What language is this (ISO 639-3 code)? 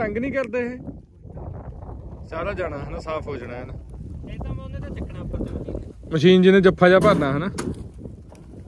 pan